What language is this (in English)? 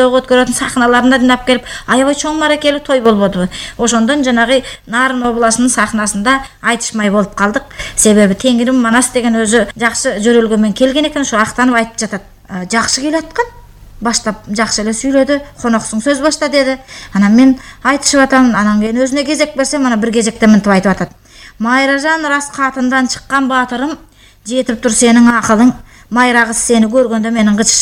Kyrgyz